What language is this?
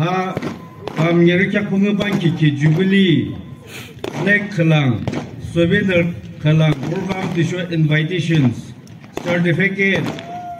Yimchungru Naga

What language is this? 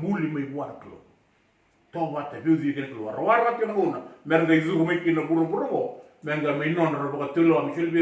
Fijian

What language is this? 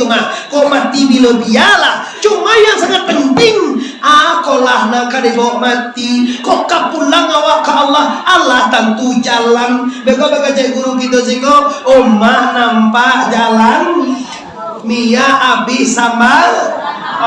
Minangkabau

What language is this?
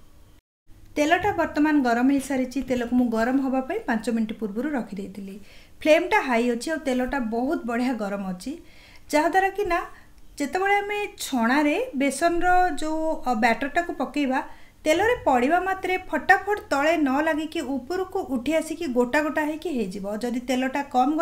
Odia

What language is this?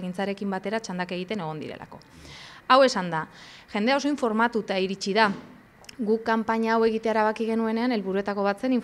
Basque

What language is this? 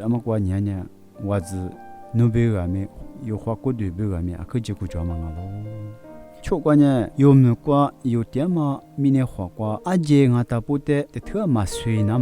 Lisu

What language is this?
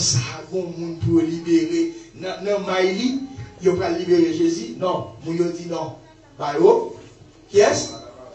Haitian Creole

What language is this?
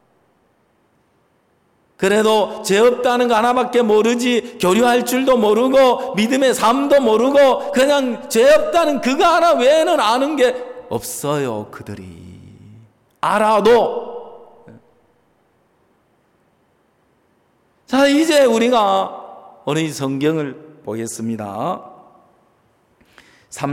Korean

